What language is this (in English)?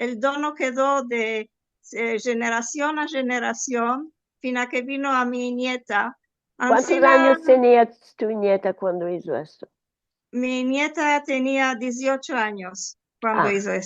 Ladino